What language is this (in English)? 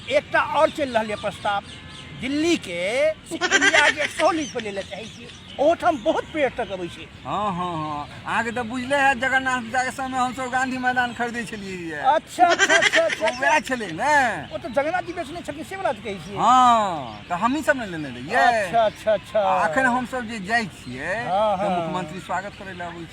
Maithili